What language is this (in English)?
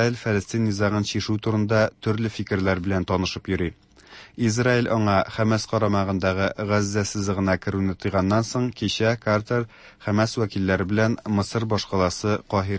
Tatar